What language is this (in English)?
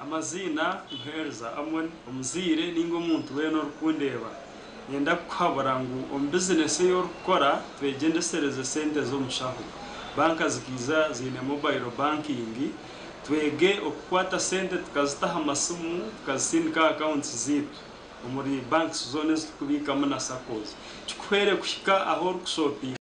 Nyankole